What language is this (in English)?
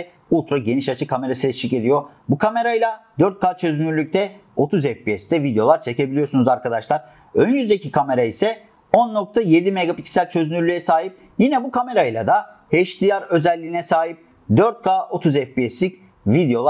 Turkish